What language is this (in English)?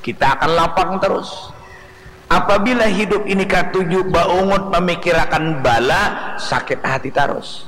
Banjar